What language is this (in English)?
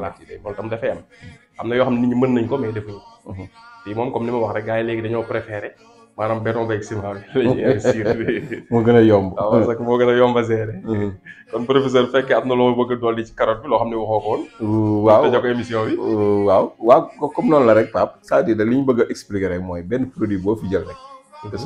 Wolof